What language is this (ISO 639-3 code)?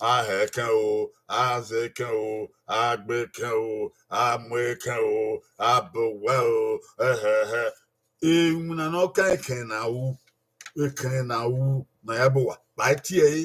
bin